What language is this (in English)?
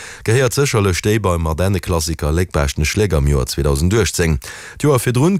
Luxembourgish